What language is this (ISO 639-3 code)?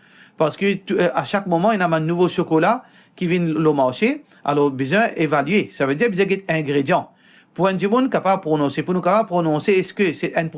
mfe